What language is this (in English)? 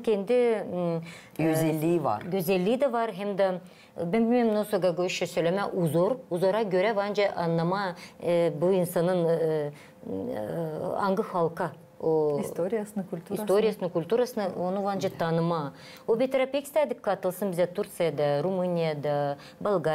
Gagauz